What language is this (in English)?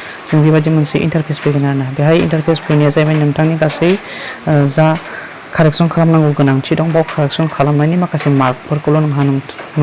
Bodo